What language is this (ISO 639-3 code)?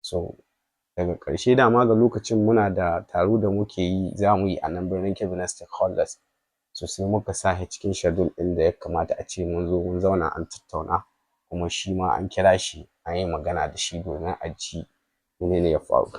hau